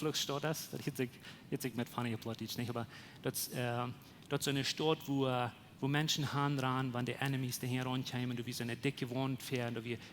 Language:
Plautdietsch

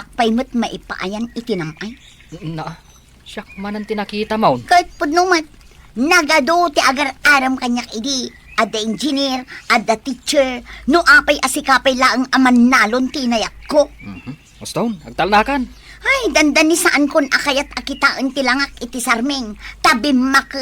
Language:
Iloko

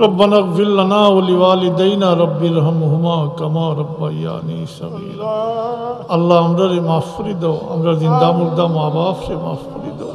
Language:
Sylheti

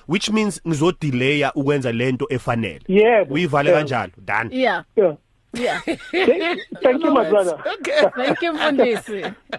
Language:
English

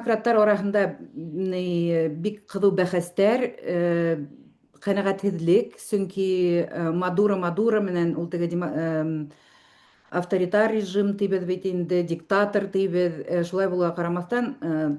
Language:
Bashkir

